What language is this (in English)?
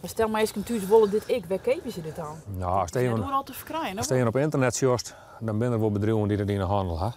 Western Frisian